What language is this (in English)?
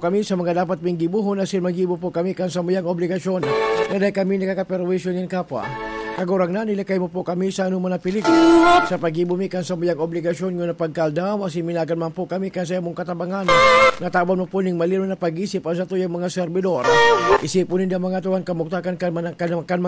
Bikol